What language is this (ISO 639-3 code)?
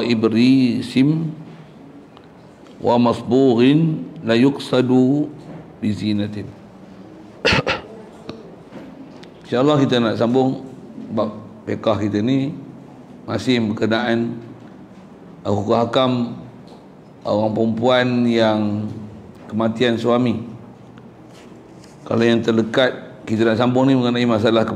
msa